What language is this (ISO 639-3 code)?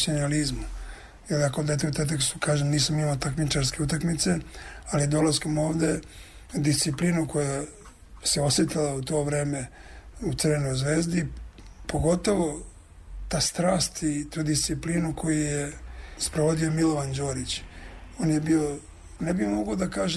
srp